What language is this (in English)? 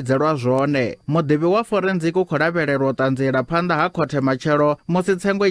Venda